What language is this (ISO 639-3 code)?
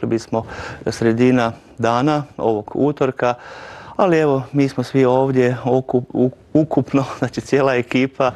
hrv